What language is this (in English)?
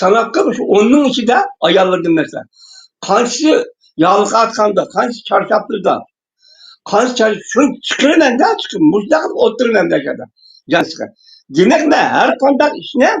Uyghur